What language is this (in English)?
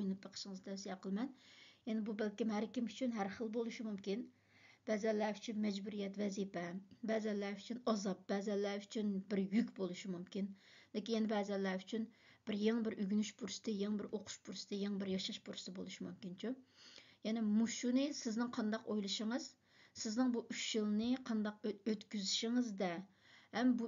Uyghur